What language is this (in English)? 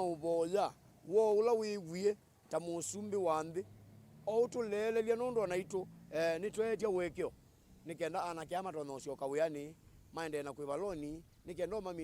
Kamba